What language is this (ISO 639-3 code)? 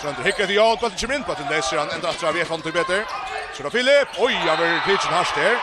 fao